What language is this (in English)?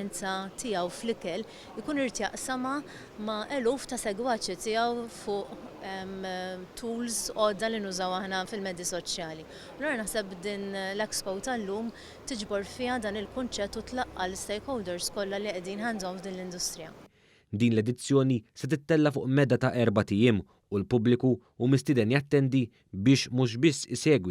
Maltese